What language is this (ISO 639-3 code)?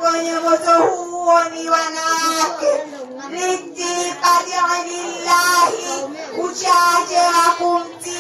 swa